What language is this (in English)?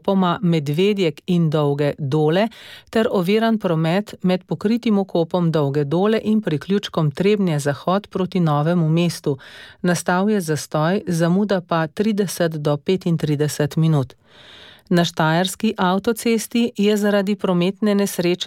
Slovenian